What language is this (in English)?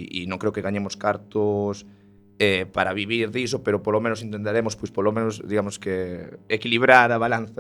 Galician